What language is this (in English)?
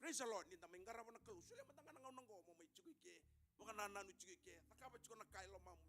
Fijian